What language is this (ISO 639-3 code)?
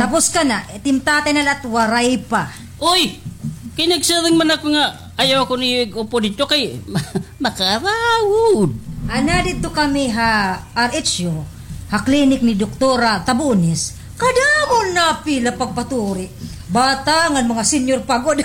war